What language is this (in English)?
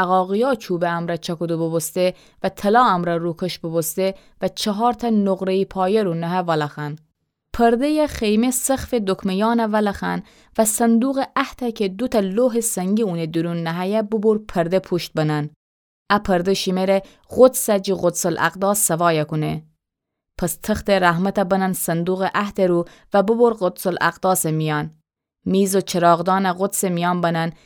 Gilaki